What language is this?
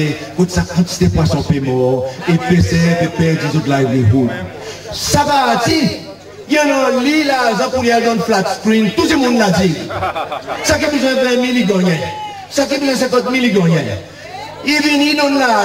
Seselwa Creole French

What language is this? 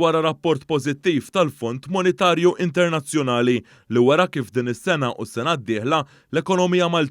Maltese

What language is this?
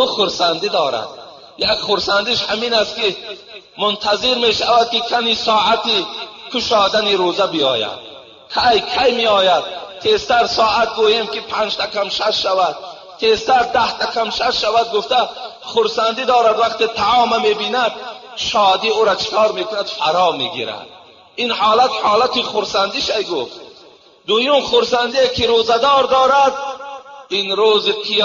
Tajik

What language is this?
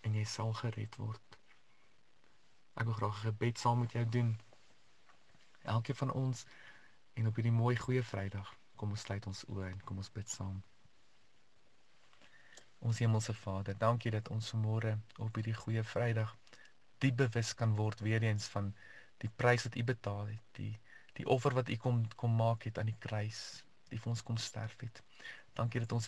Afrikaans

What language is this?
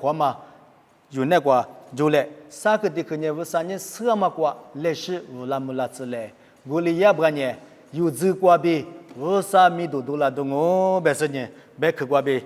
Lisu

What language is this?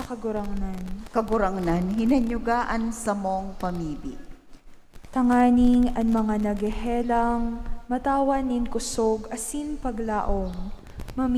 Bikol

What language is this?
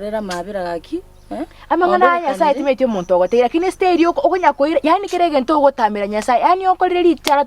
Gusii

